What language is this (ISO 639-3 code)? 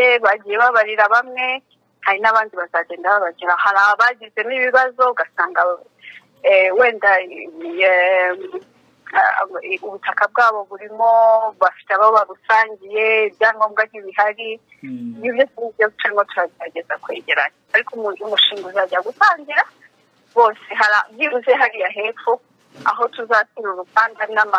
kin